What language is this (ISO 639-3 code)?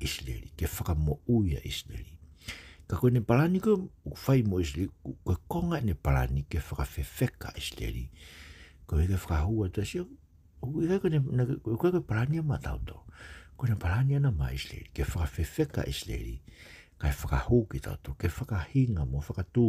ton